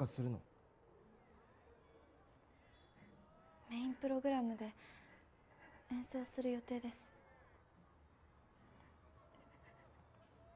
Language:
Japanese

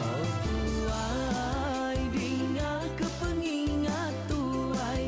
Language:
Iban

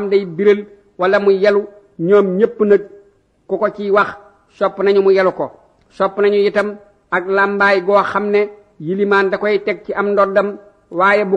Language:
Wolof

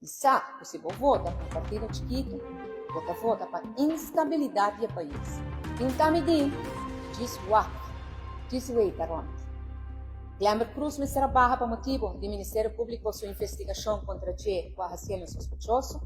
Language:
Papiamento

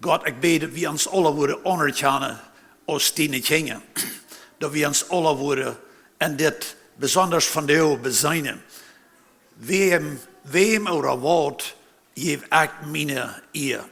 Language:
Plautdietsch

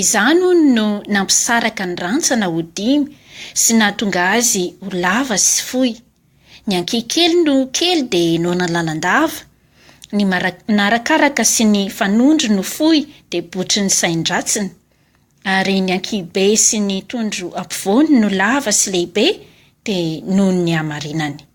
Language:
Malagasy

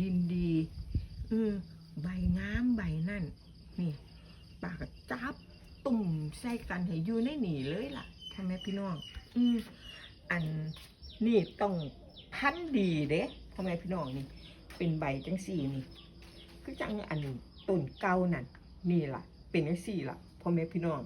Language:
Northeastern Thai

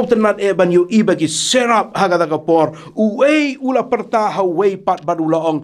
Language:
Khasi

